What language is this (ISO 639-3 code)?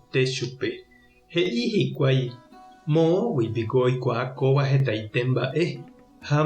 grn